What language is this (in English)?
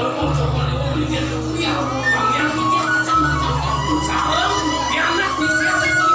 Balinese